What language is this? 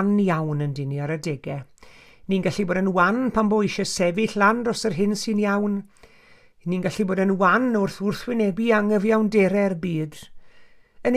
Welsh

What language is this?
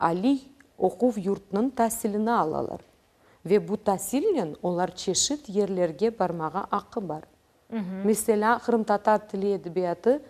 Crimean Tatar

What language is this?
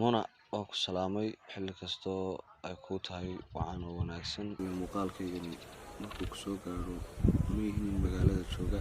Somali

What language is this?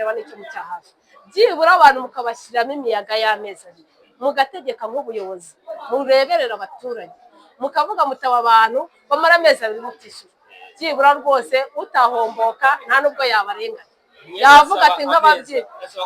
Kinyarwanda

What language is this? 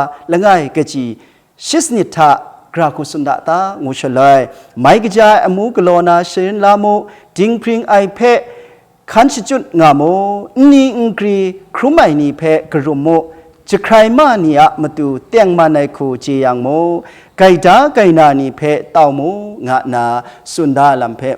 Kachin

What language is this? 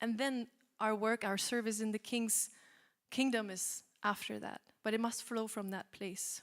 English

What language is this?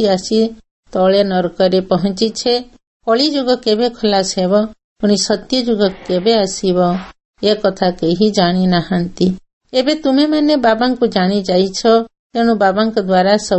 Odia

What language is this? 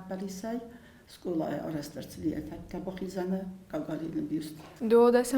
Ossetic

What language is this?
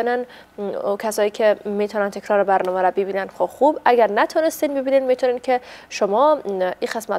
Persian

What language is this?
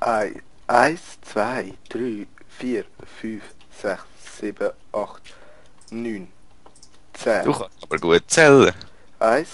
Swiss German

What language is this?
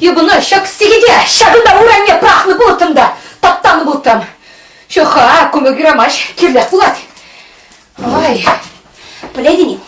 Chuvash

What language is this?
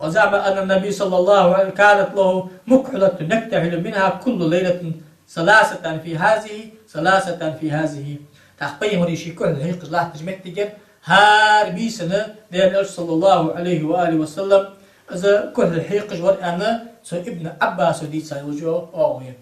Ingush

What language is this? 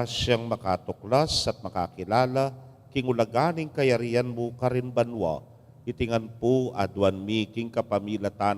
Pampanga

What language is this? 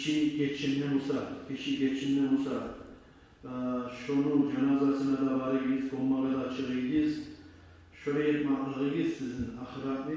Kumyk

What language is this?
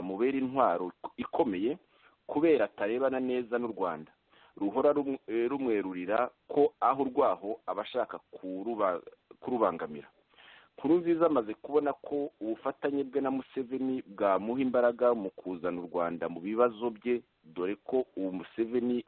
Kinyarwanda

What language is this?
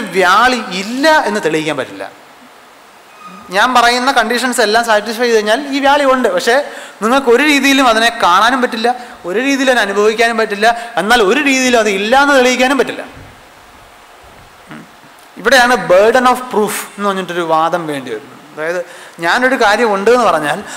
Malayalam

